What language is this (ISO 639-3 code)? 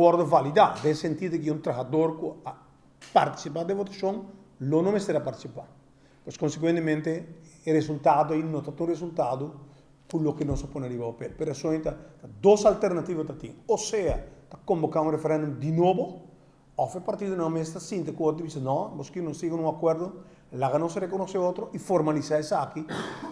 pap